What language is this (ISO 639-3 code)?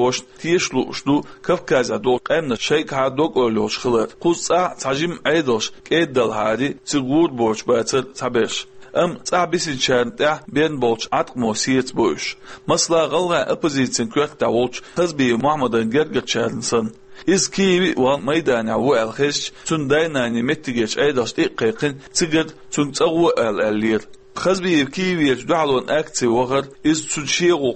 che